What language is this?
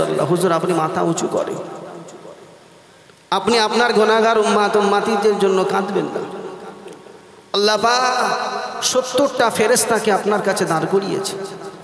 Bangla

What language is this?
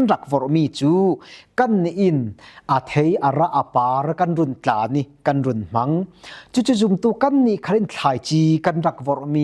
Falam Chin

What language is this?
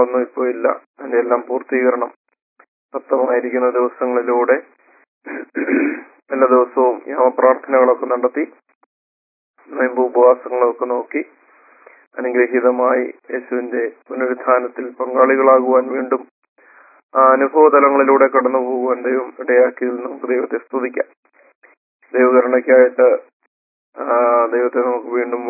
Malayalam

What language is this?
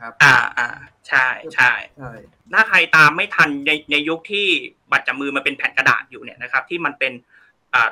Thai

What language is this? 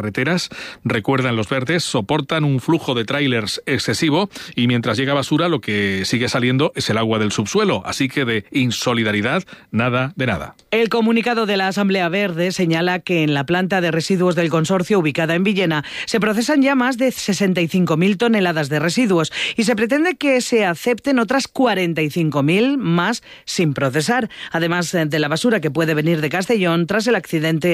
Spanish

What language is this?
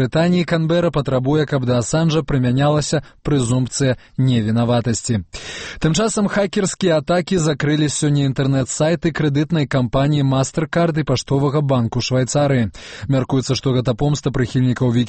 Belarusian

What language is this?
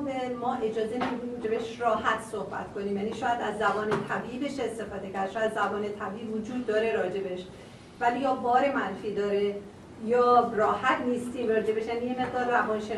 Persian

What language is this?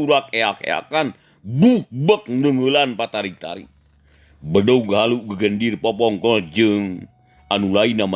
Sundanese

